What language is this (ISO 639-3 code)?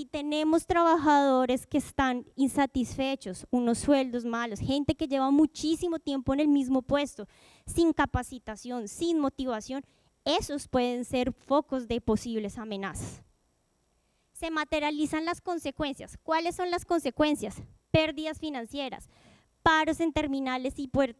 spa